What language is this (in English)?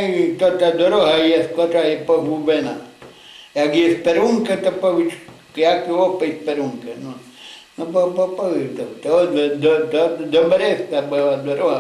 Rusyn